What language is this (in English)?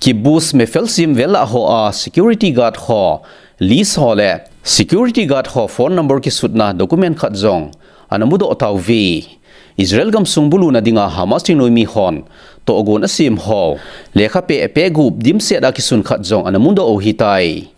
Thado Chin